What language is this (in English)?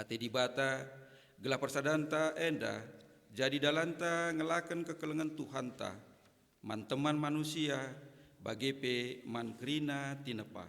Batak Karo